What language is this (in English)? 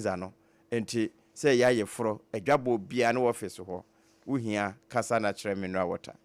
Akan